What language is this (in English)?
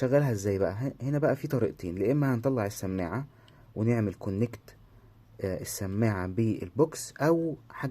Egyptian Arabic